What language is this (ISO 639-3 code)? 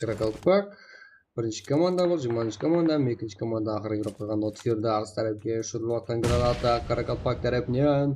kaa